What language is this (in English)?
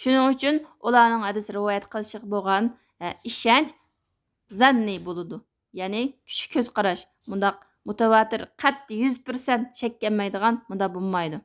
Uyghur